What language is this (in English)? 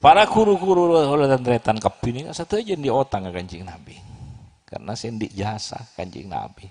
Madurese